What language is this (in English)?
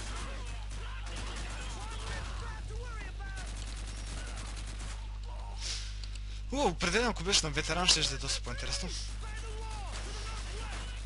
Bulgarian